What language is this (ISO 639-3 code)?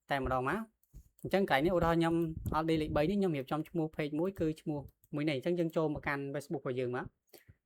khm